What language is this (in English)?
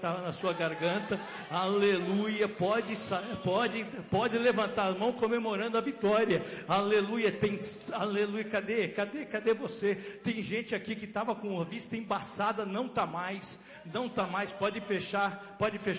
Portuguese